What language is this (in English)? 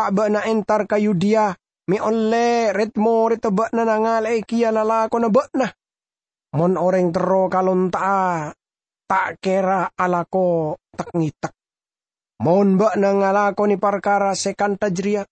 Madurese